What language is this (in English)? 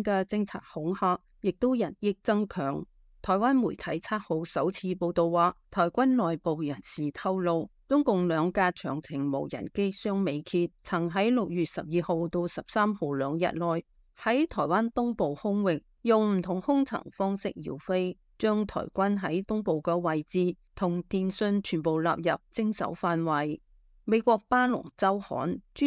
Cantonese